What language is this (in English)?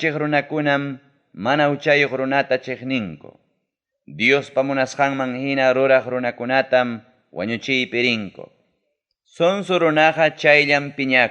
Ayacucho Quechua